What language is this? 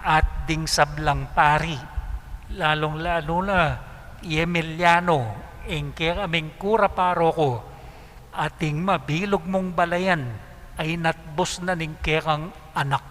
Pampanga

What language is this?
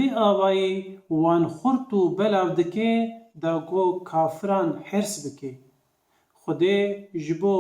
Kurdish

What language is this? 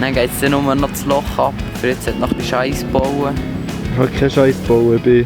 Swiss German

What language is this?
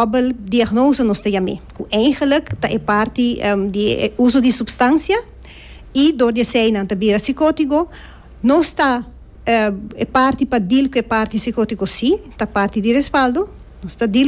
Papiamento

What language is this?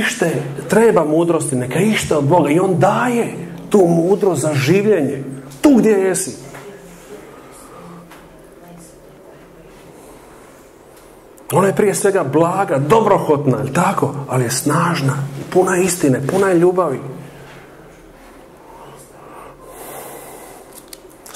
Croatian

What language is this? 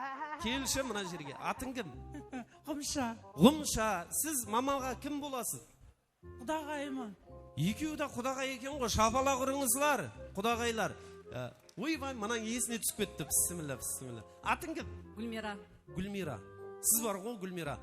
Kara-Kalpak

